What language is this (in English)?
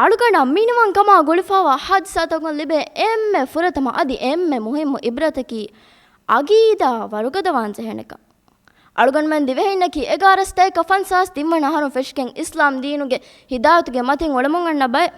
Divehi